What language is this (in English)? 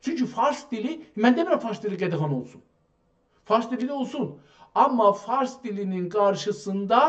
South Azerbaijani